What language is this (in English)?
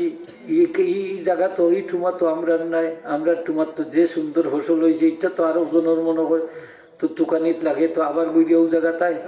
Sylheti